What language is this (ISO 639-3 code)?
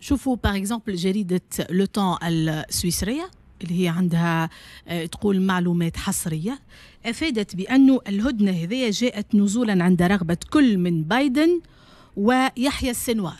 aeb